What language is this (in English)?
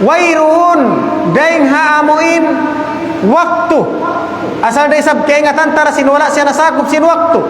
Tausug